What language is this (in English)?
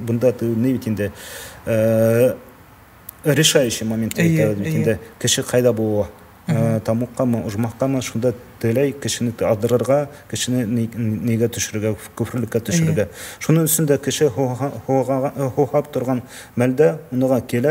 Bashkir